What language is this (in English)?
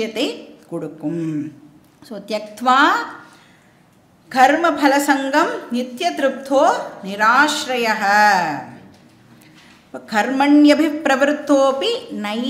Tamil